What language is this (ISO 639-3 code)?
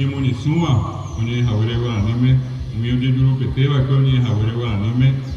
grn